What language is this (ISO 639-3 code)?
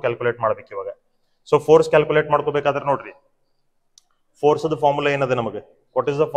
kan